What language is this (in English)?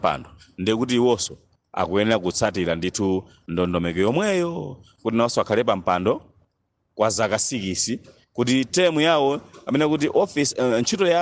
Nyanja